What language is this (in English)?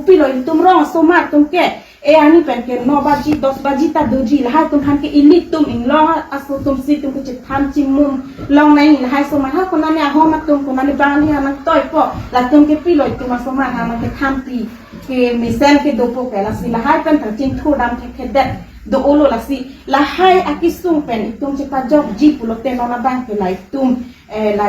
Karbi